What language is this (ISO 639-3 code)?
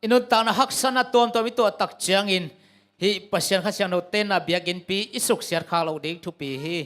ctd